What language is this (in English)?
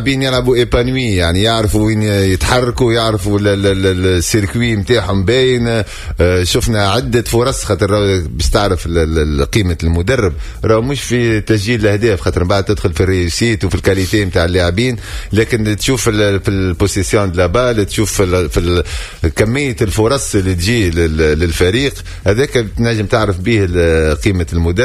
Tunisian Arabic